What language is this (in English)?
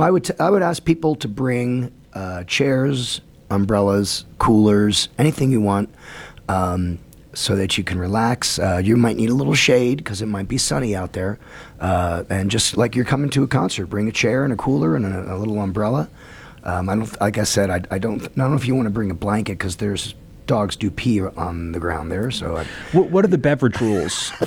English